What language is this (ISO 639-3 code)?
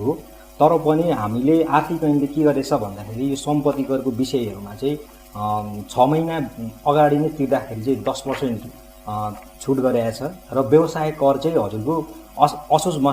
nep